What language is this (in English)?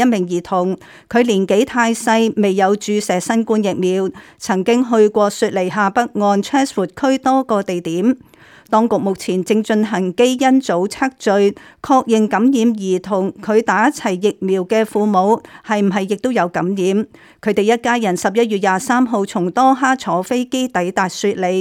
Cantonese